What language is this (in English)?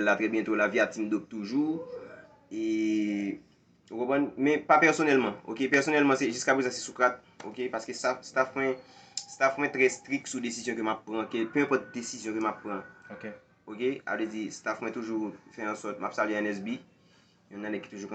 Haitian Creole